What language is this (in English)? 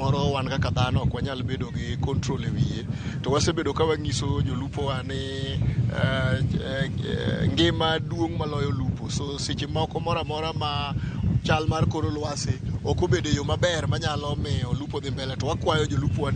Luo (Kenya and Tanzania)